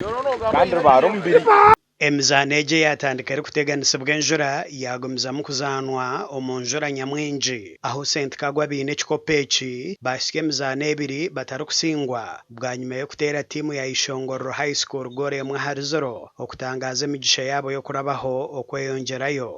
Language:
Nyankole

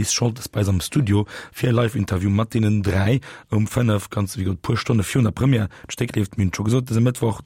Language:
Luxembourgish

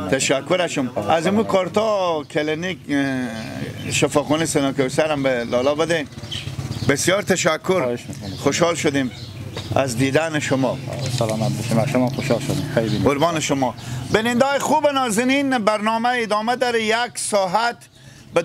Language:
Persian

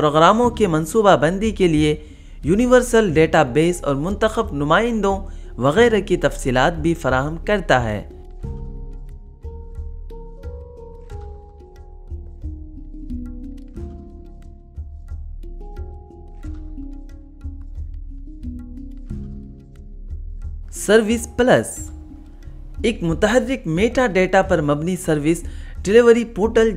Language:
Urdu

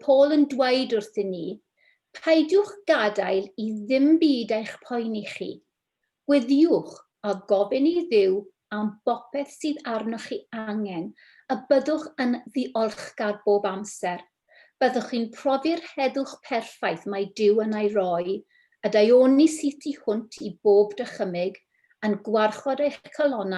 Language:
Welsh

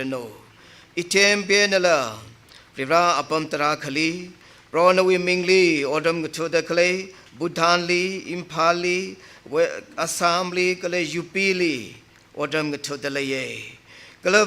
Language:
Tangkhul Naga (India)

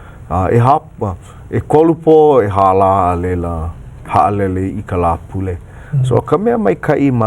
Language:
Hawaiian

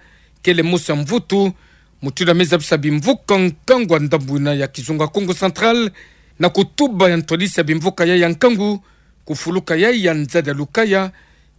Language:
Kituba (Democratic Republic of Congo)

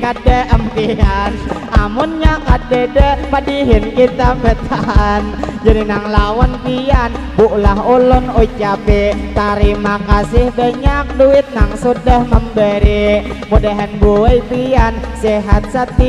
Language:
Banjar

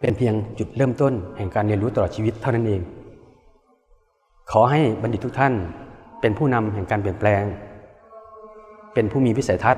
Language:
Lao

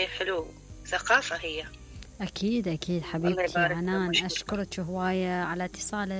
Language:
Mesopotamian Arabic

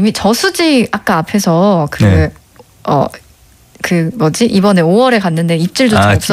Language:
Korean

